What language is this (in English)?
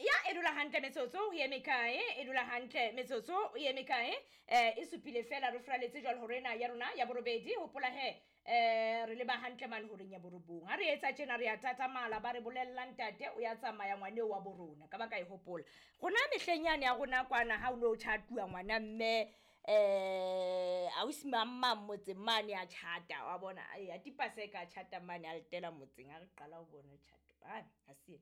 Southern Sotho